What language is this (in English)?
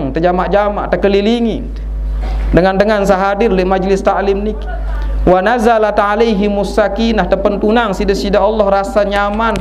Sasak